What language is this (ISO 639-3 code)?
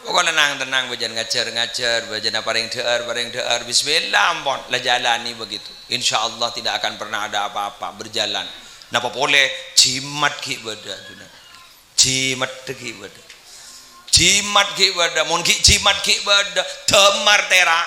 mad